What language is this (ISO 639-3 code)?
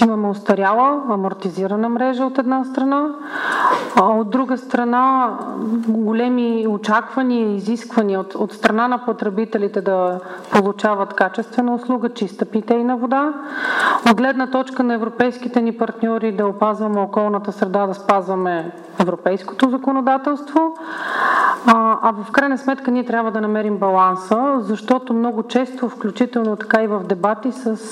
bul